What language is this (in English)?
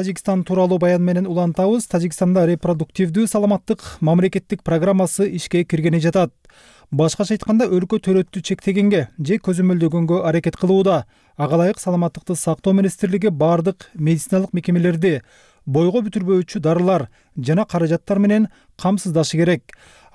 Kyrgyz